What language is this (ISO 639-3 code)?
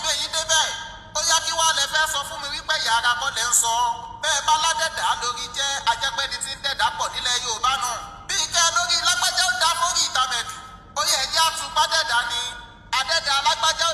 yor